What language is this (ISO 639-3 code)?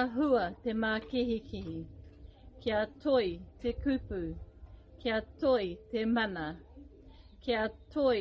mri